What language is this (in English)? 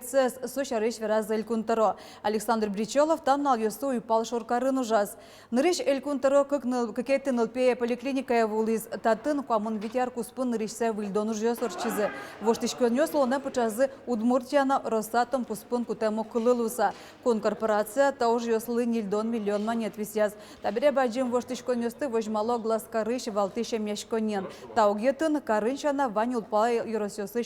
Udmurt